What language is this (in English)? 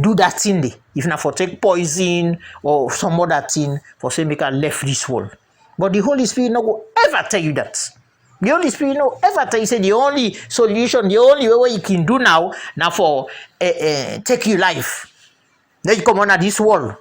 Krio